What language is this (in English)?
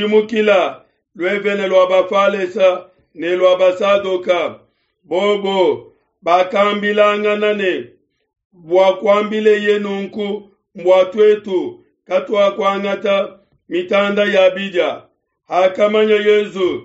Luba-Lulua